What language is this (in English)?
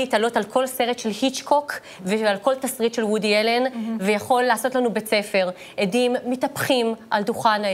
Hebrew